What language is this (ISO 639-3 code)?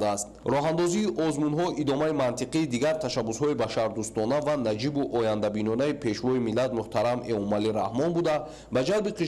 tgk